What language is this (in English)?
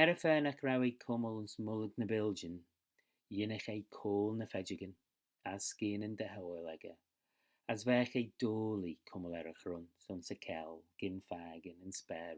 Manx